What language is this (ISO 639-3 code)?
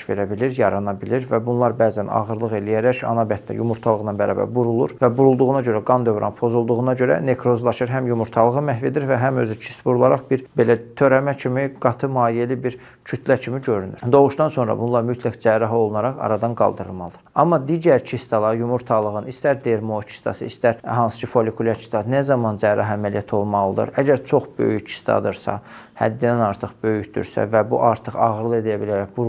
aze